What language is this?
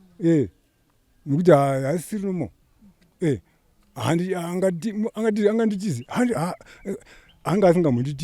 Shona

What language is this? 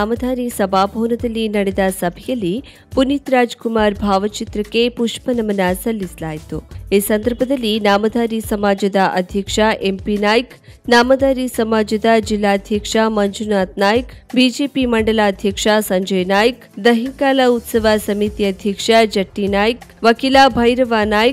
Kannada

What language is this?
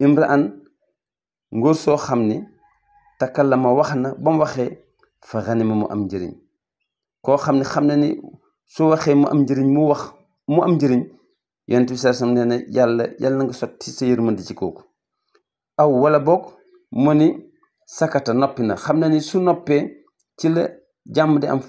Wolof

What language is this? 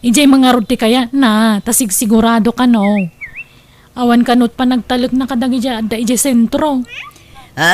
Iloko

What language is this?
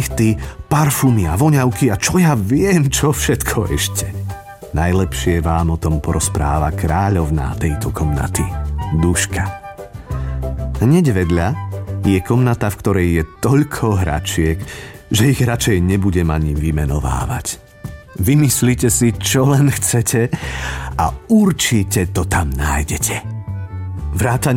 Slovak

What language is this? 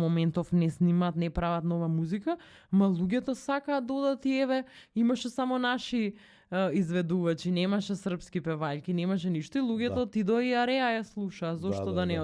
Macedonian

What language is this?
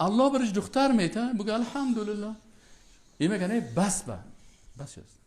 Persian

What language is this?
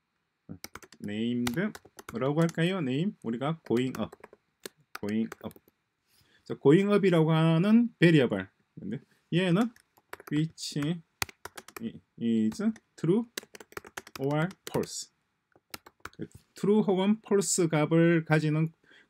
Korean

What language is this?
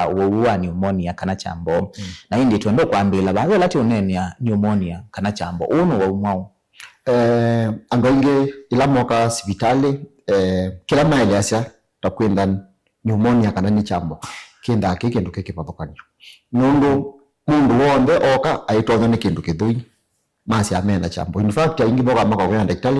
Kamba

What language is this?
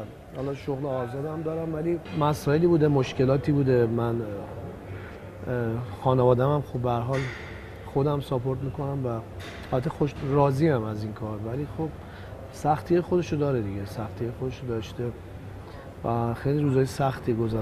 Persian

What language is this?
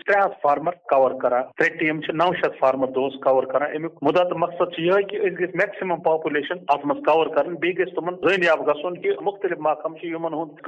Kashmiri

